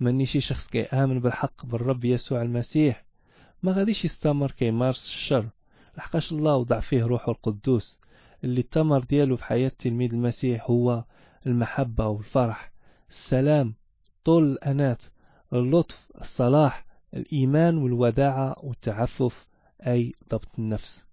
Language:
Moroccan Arabic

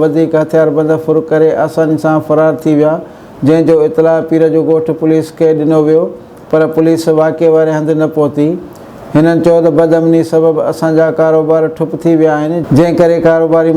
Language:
Sindhi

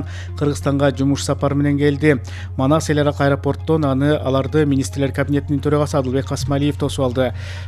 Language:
Kyrgyz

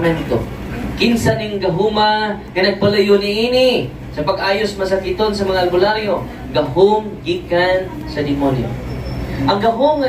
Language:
Cebuano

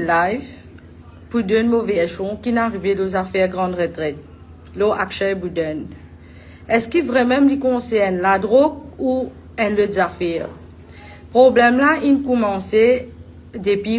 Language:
Morisyen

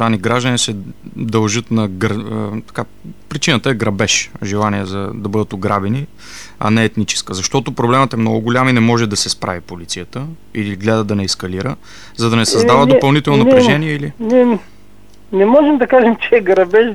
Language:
Bulgarian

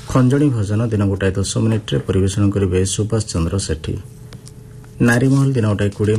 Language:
Odia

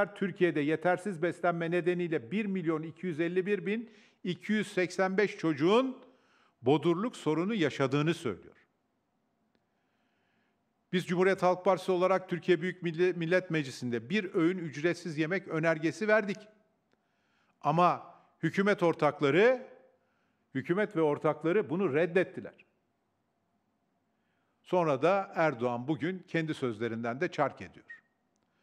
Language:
Turkish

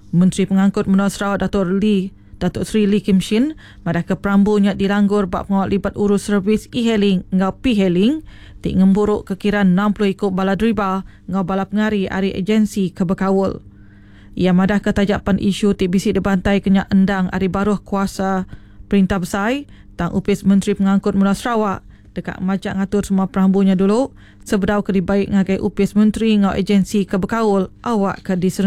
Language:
Iban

